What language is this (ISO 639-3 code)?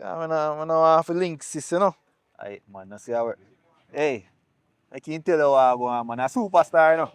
jam